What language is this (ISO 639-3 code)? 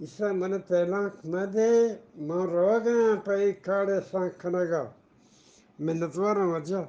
bgp